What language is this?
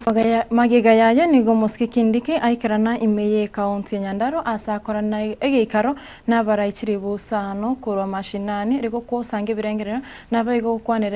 Gusii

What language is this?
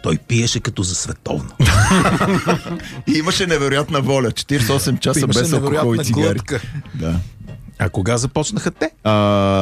Bulgarian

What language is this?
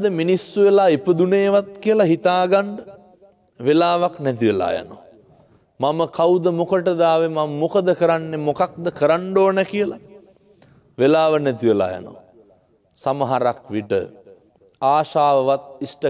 Sinhala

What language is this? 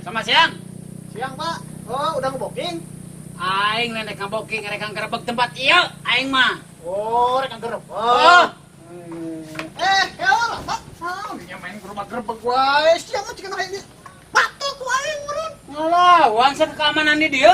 Sundanese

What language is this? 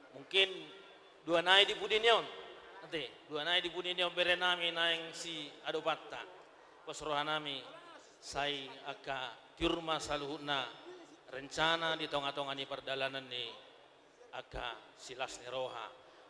Batak Toba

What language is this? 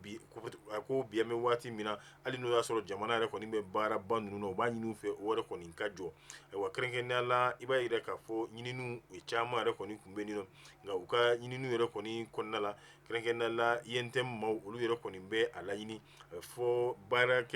Bambara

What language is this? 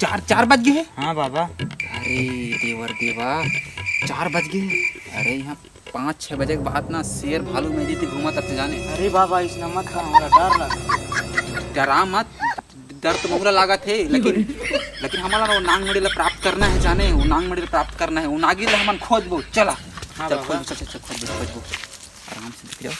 Chhattisgarhi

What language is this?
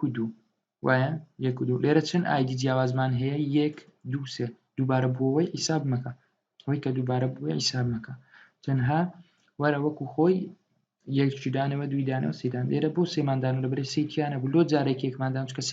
Central Kurdish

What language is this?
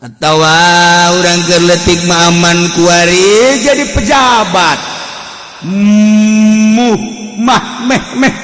Sundanese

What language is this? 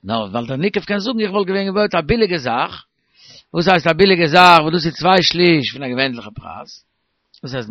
Yiddish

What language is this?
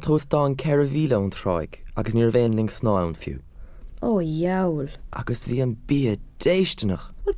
Irish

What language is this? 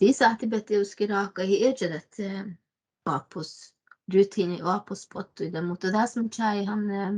Northern Sami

